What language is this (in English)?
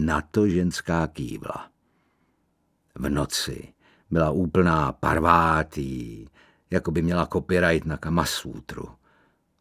Czech